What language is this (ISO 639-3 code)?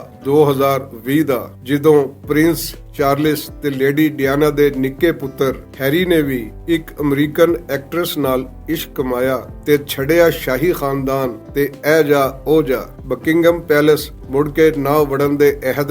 lah